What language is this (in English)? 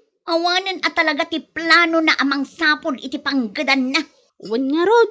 Iloko